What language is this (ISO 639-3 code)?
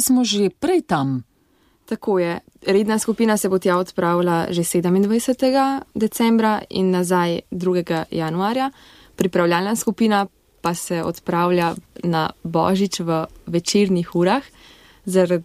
slv